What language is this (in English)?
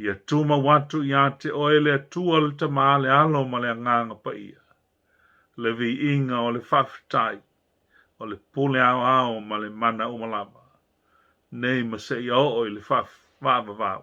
Samoan